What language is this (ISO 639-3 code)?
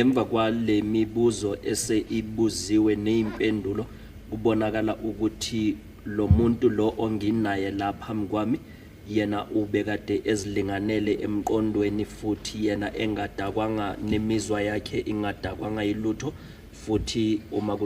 zul